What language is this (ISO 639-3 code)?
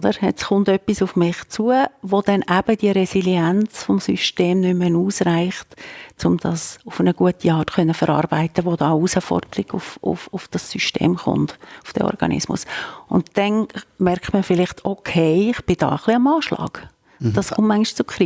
gsw